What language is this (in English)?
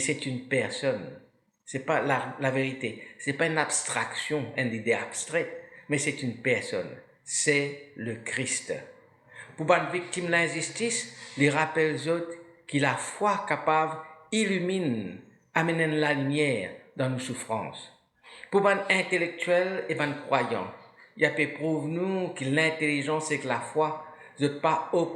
Morisyen